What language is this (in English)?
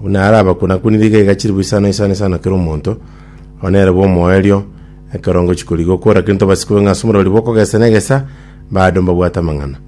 Gusii